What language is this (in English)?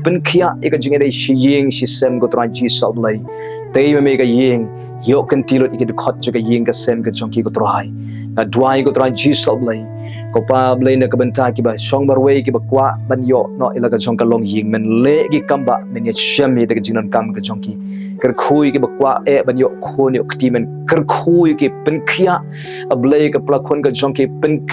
Khasi